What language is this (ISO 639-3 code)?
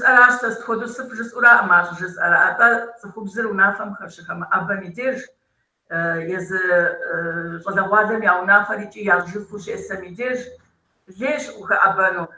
kbd